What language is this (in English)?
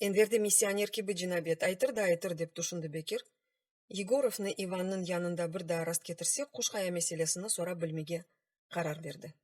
Crimean Tatar